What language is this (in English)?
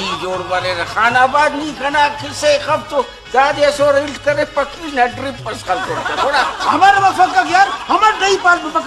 Brahui